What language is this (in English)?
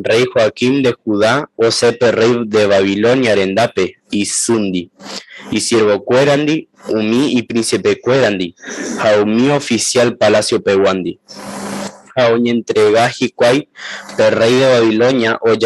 Guarani